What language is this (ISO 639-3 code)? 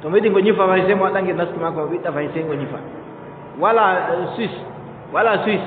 fub